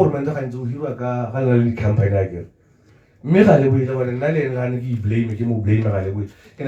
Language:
Tswana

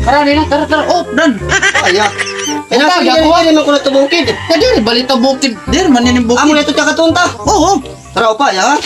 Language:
Waray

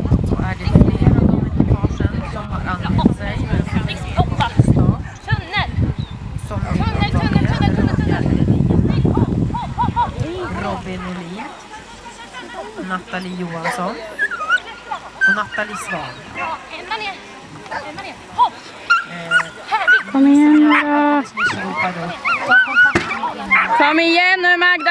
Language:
Swedish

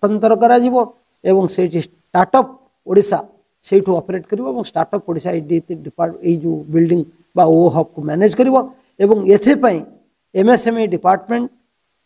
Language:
Odia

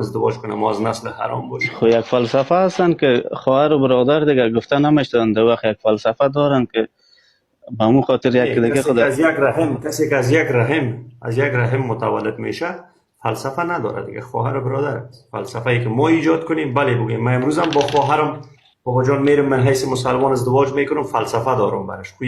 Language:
Persian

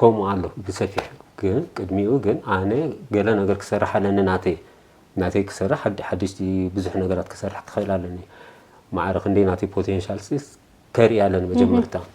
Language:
Tigrinya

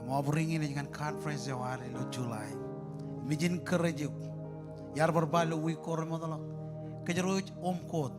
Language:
Marshallese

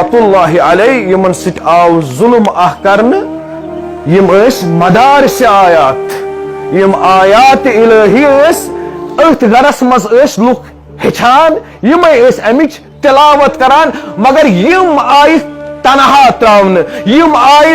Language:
Kashmiri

